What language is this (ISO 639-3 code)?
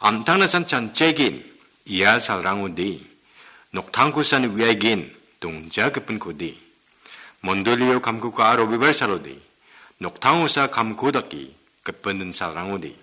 grt